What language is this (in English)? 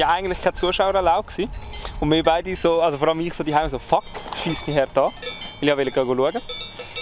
Swiss German